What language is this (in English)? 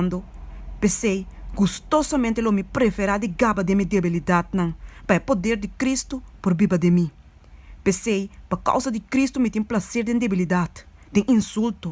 Papiamento